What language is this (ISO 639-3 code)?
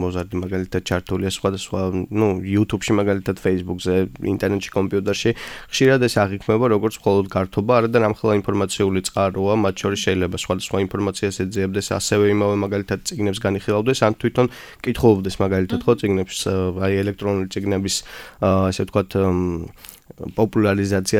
kat